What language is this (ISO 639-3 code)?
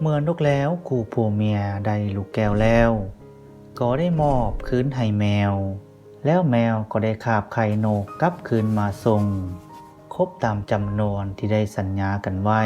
lao